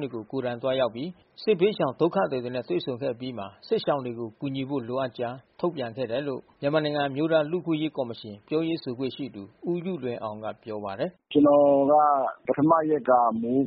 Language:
Burmese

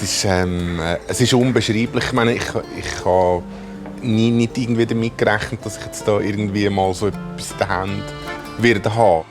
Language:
Swiss German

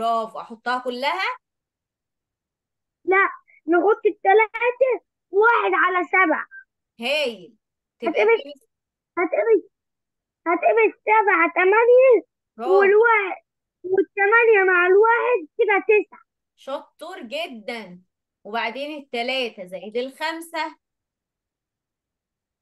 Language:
Egyptian Arabic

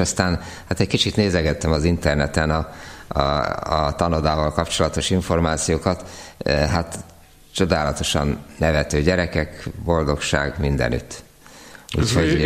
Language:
Hungarian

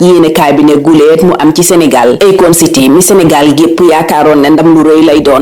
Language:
Wolof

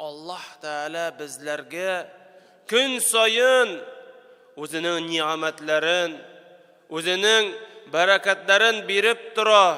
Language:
Tatar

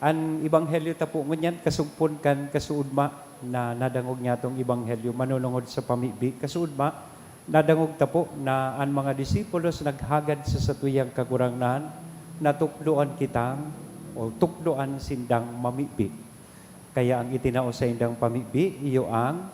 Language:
Bikol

